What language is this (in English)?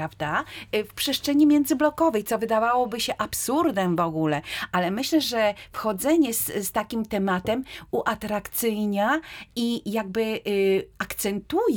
Polish